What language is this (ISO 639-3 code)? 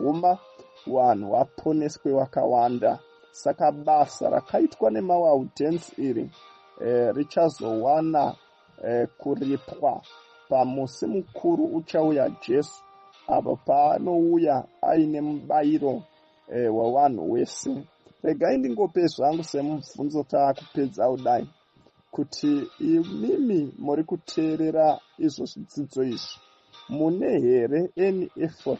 sna